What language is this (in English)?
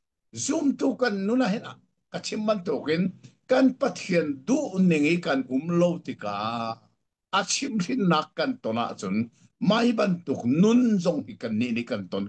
Hakha Chin